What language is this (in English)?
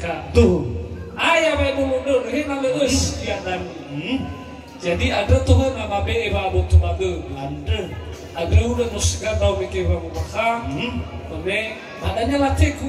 Nias